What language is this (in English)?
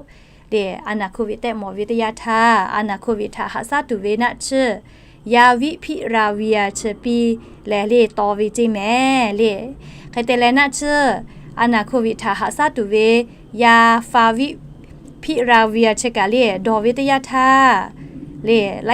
Lahu